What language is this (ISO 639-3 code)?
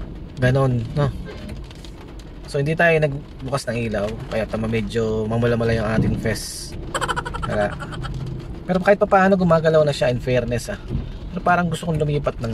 fil